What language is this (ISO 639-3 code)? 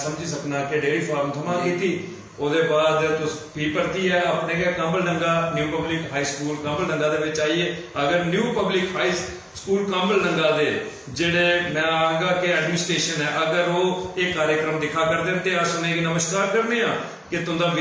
doi